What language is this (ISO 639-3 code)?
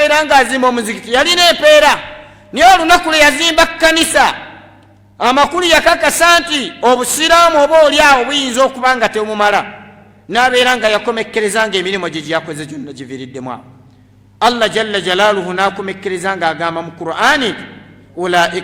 lug